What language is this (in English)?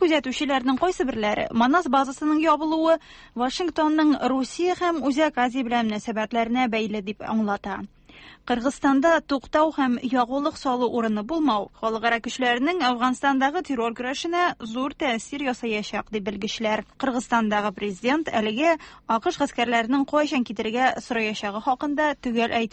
Tatar